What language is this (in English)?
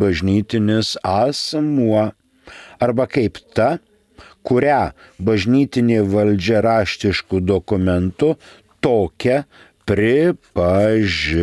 Lithuanian